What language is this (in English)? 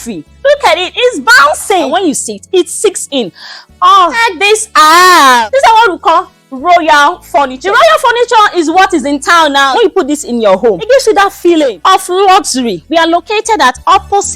Yoruba